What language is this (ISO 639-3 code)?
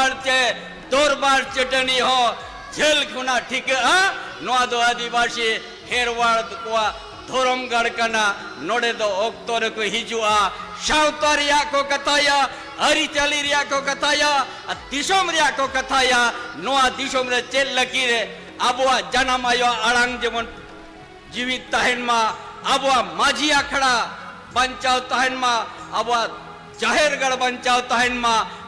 sat